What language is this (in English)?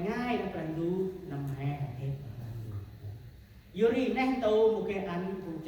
Central Mnong